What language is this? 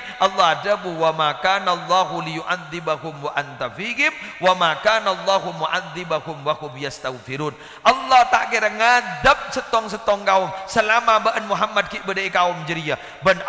Madurese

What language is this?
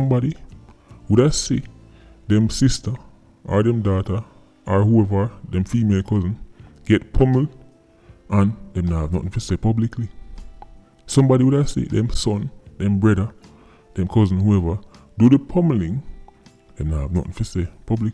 Jamaican Creole English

